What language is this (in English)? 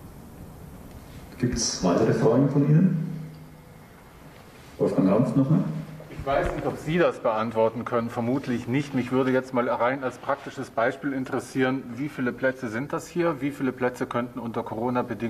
German